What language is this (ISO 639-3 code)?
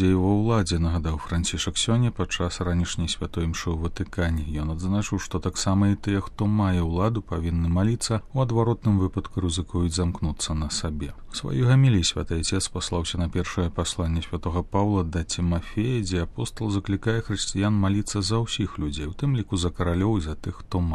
bel